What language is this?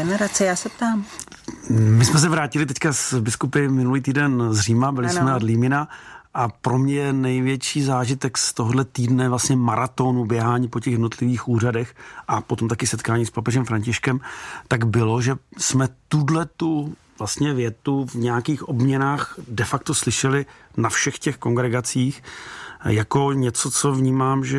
Czech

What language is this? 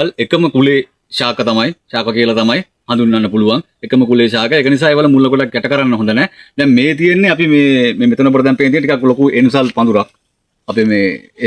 Sinhala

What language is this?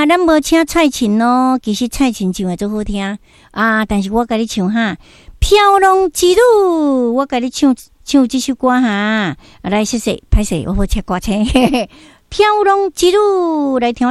Min Nan Chinese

